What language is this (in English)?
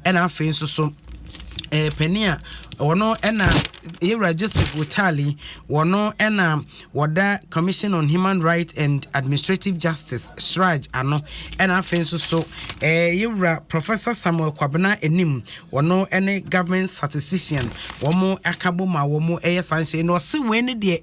Akan